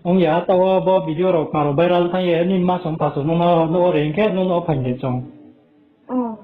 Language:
Riang (India)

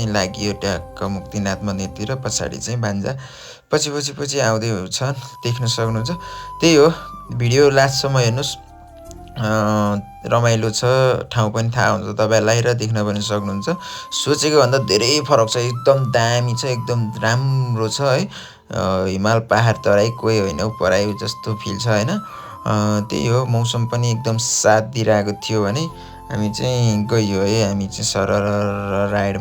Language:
Nepali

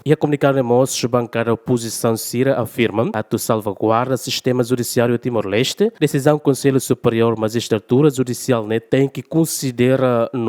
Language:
Tetum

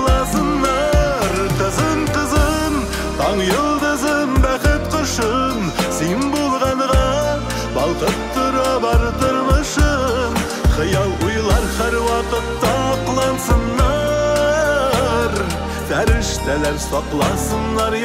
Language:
Tatar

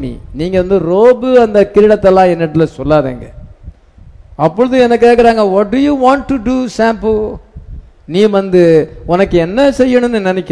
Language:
Tamil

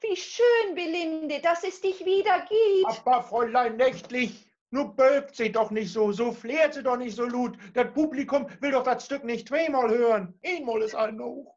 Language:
Low German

